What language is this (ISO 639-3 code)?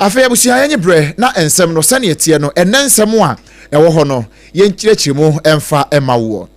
aka